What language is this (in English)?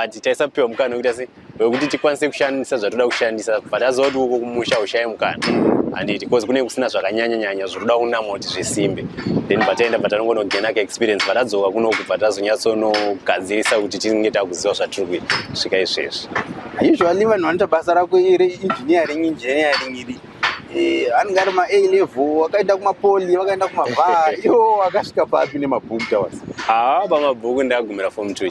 Shona